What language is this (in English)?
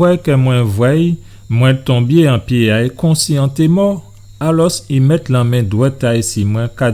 Guadeloupean Creole French